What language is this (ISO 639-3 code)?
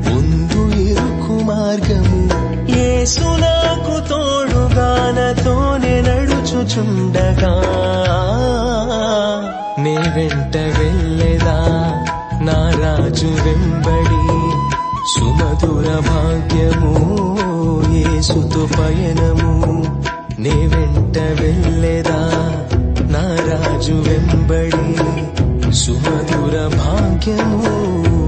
tel